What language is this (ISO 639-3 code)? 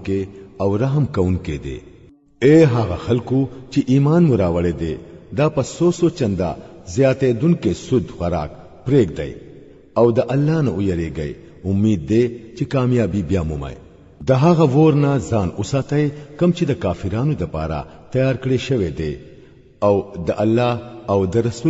pus